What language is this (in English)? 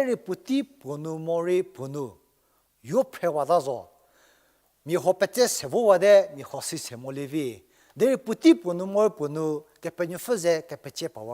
Angami Naga